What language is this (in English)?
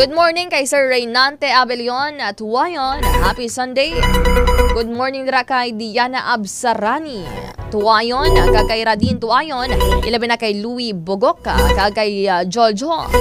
Hiligaynon